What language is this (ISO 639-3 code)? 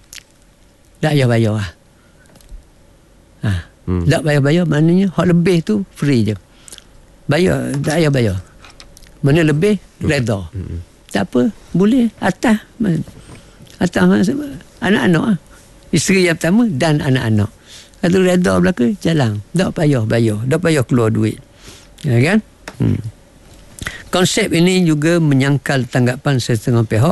msa